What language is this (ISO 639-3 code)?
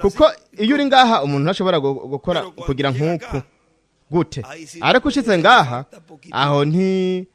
run